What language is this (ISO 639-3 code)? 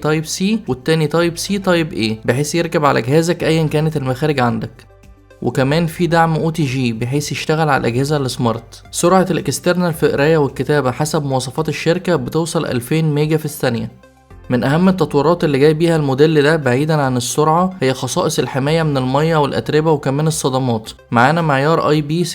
arz